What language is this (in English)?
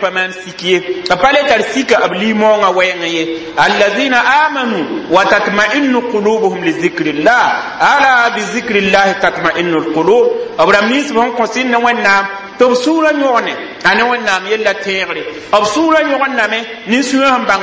Mossi